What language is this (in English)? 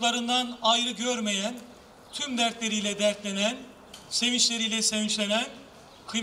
Turkish